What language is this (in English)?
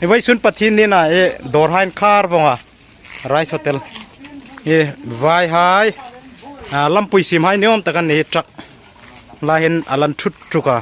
Hmar